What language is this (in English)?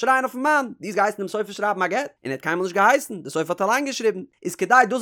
Yiddish